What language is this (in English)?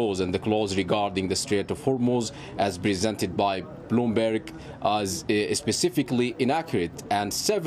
English